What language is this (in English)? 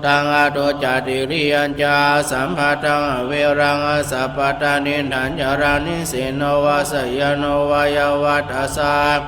Pali